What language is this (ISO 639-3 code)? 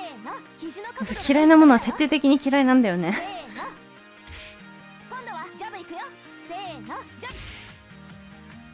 jpn